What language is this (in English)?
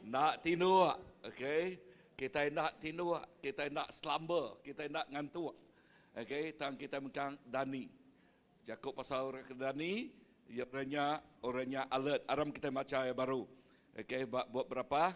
Iban